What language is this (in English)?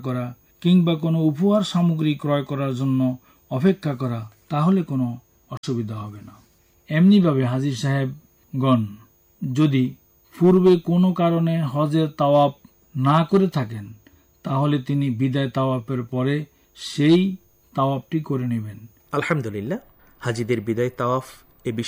Bangla